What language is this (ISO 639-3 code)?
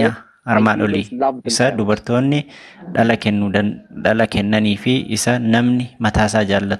orm